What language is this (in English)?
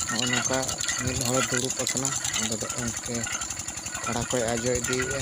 Santali